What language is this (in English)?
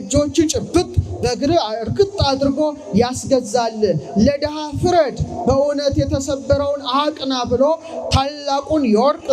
Amharic